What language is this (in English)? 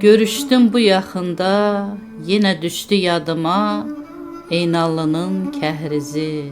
Azerbaijani